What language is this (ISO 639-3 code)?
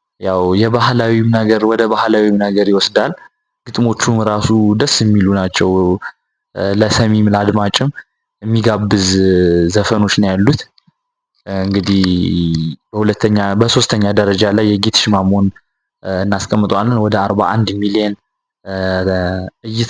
amh